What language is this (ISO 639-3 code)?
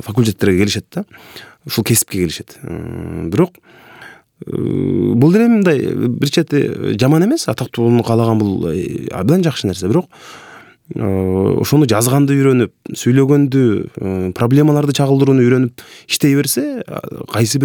kir